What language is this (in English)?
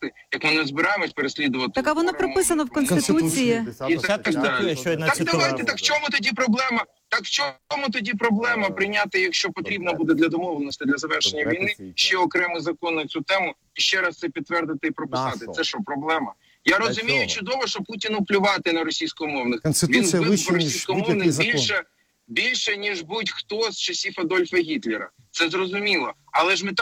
Ukrainian